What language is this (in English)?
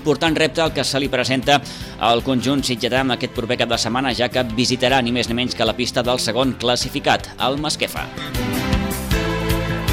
Catalan